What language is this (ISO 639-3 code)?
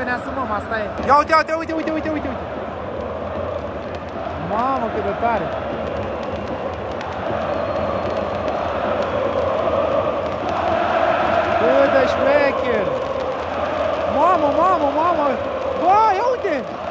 ron